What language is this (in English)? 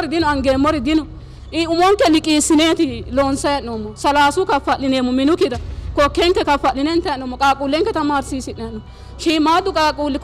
Sidamo